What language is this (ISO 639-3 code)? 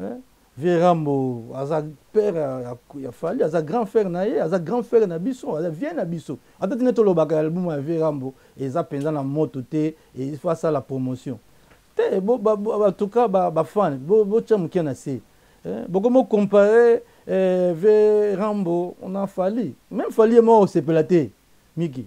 lin